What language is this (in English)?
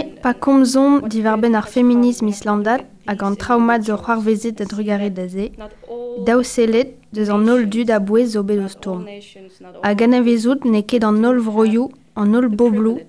Breton